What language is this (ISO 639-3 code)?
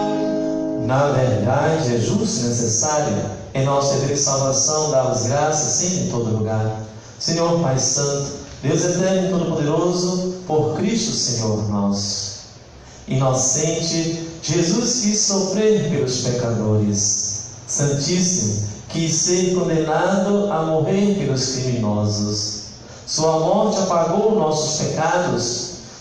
por